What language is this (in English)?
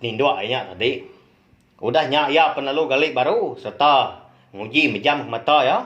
Iban